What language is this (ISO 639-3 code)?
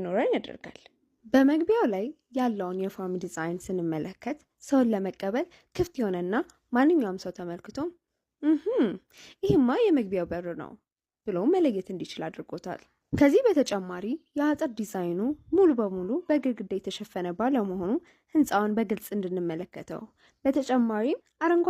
amh